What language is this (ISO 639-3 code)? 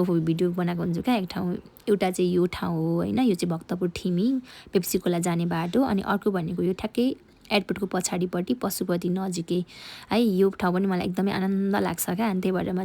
nep